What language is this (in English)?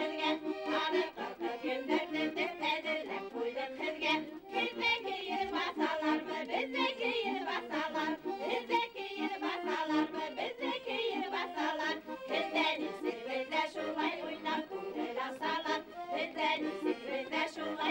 Bashkir